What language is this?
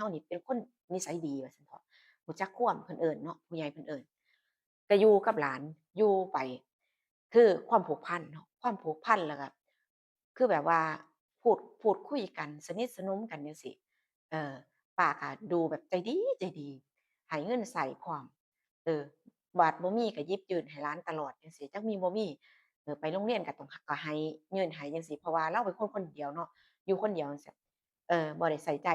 Northeastern Thai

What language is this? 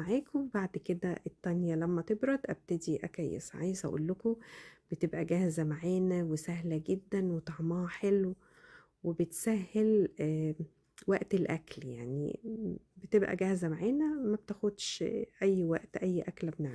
Egyptian Arabic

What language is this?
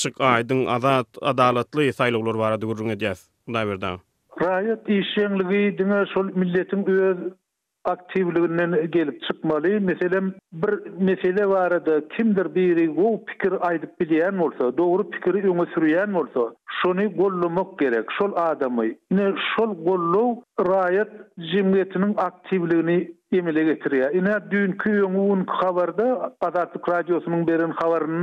Turkmen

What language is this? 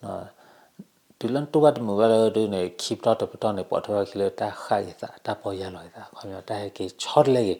S'gaw Karen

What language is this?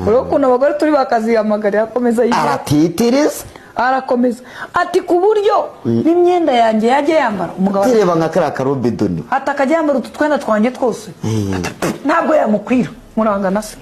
Kinyarwanda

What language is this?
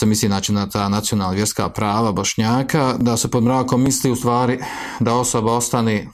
Bosnian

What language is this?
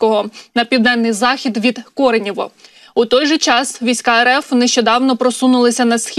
Ukrainian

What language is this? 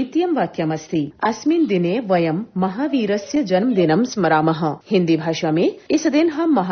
Sanskrit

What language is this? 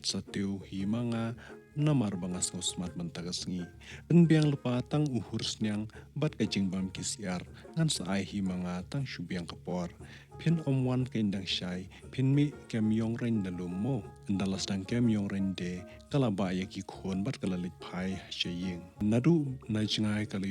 Khasi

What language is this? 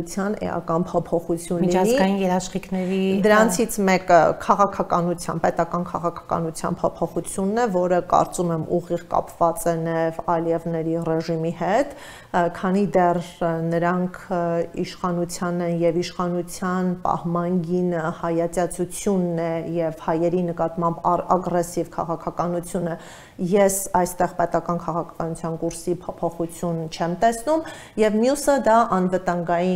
Armenian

